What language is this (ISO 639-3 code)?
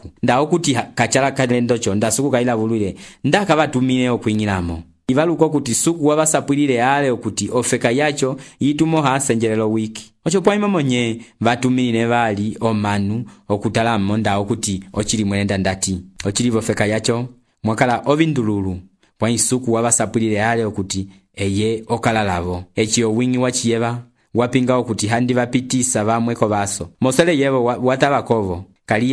umb